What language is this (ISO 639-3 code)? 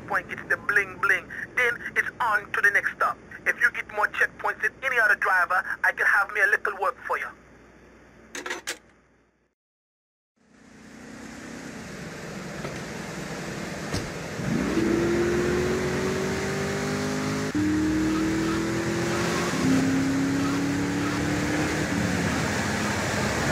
eng